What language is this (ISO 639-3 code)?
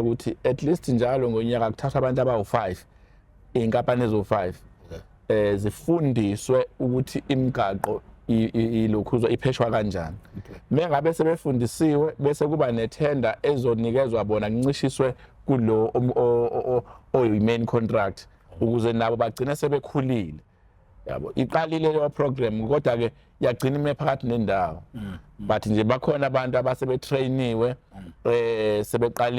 zul